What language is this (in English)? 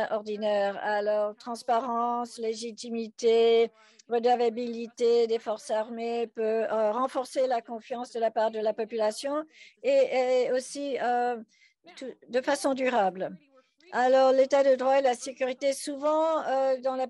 French